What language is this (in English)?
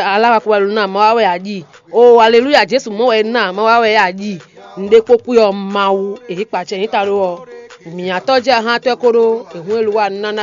Fon